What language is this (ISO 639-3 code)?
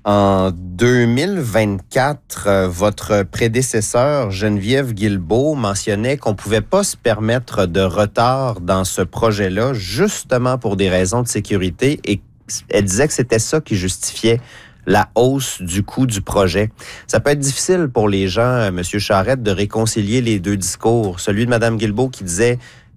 fra